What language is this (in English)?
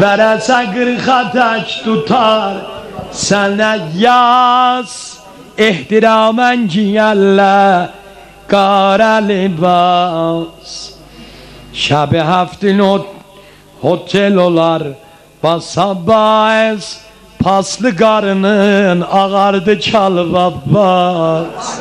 South Azerbaijani